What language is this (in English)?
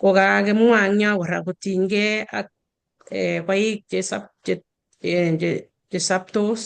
Kalenjin